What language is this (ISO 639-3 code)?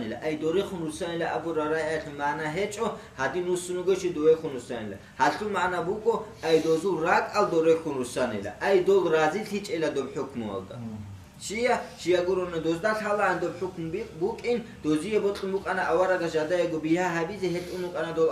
ava